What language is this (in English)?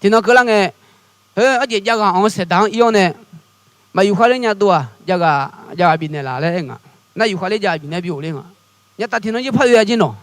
Akha